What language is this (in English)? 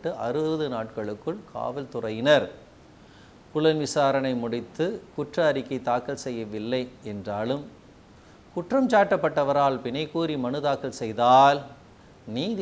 Tamil